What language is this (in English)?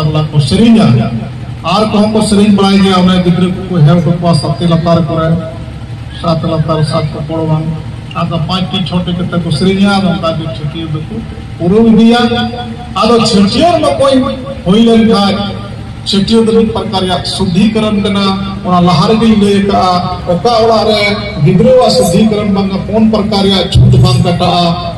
Santali